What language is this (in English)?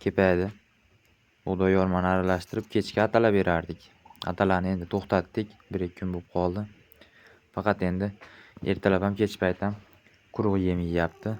Uzbek